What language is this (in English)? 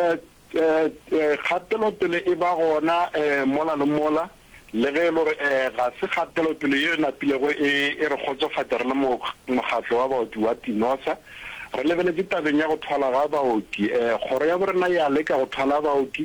Northern Sotho